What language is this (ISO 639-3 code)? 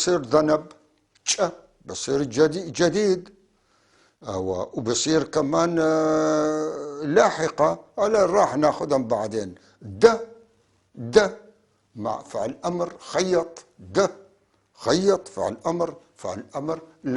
apc